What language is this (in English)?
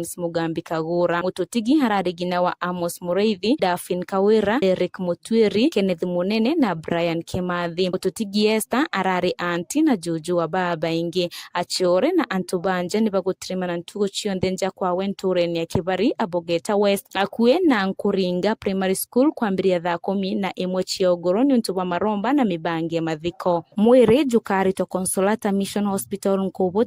Meru